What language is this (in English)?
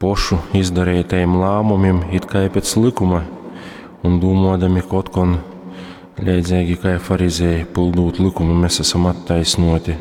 Latgalian